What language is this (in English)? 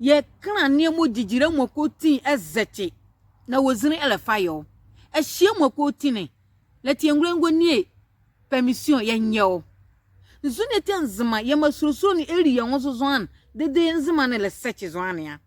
Nzima